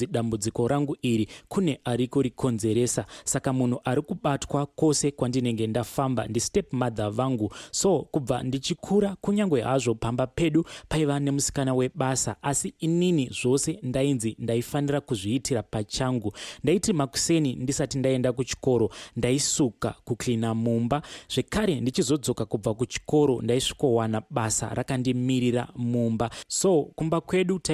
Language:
Shona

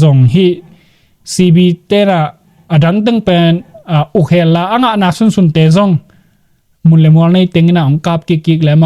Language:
Tedim Chin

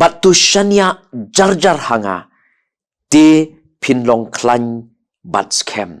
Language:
Khasi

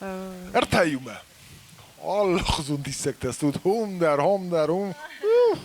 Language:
Ossetic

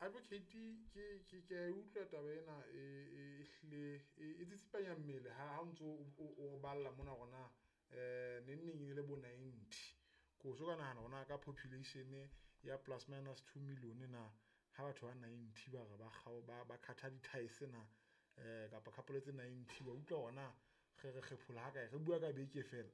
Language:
Southern Sotho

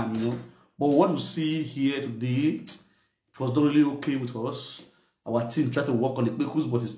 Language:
Nigerian Pidgin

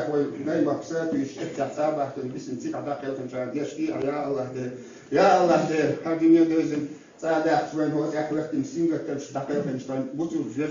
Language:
Chechen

